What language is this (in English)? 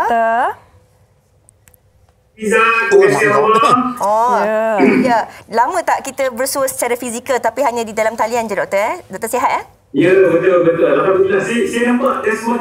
Malay